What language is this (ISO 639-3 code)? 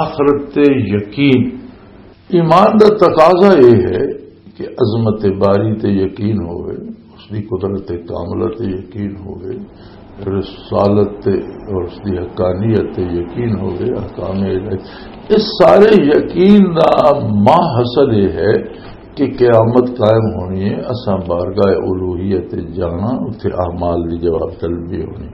lah